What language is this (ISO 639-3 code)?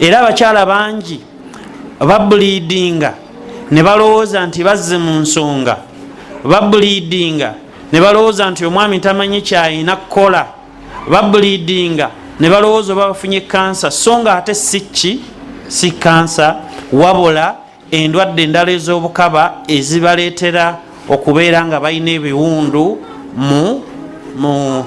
lug